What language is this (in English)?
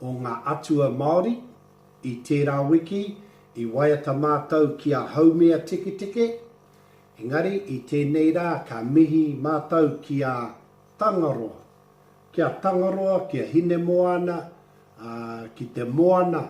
Māori